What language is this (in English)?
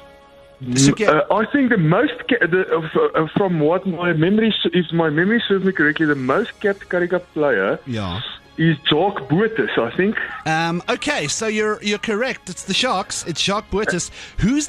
Afrikaans